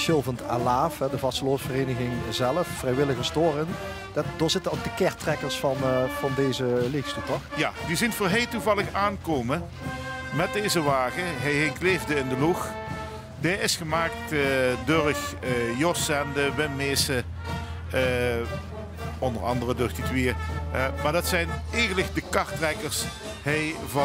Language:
Limburgish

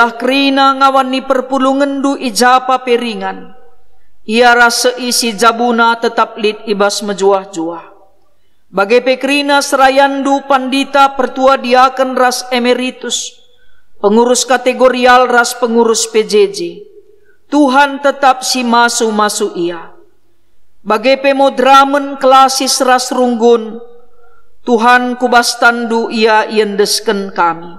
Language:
Batak Karo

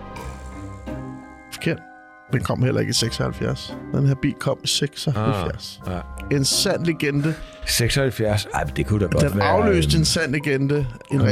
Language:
Danish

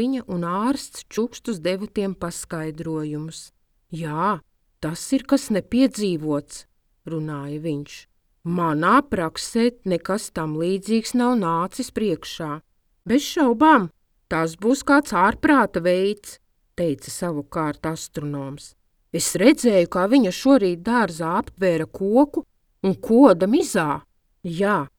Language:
Latvian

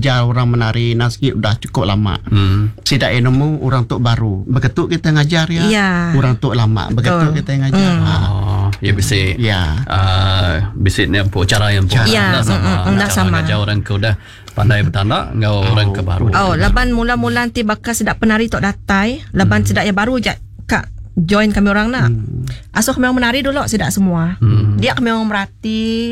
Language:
Iban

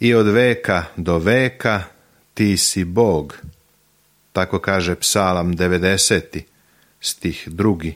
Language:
Serbian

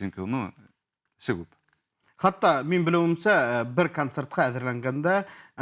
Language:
Bashkir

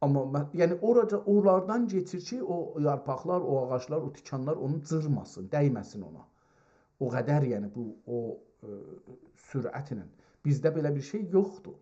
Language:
South Azerbaijani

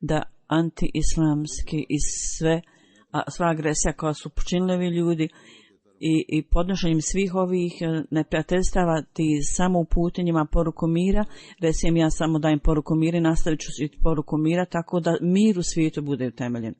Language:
Bosnian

